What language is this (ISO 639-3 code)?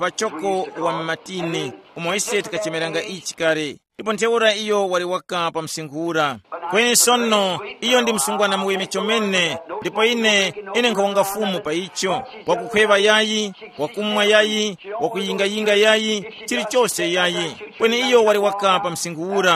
tum